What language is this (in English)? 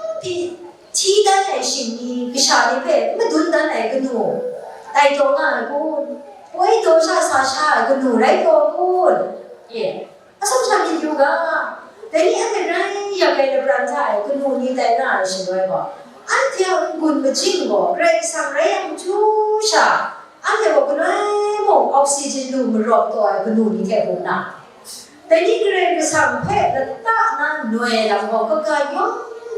Kachin